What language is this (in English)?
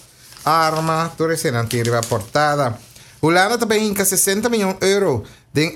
Papiamento